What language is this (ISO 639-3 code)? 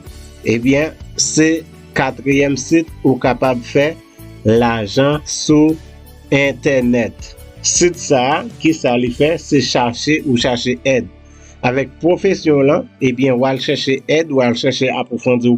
hat